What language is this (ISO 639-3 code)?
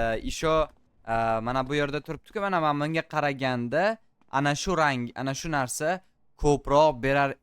uzb